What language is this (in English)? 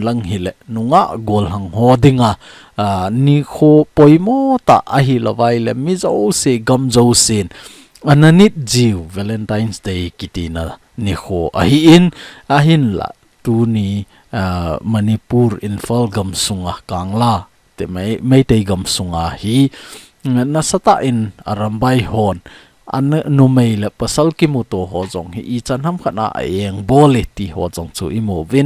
Thado Chin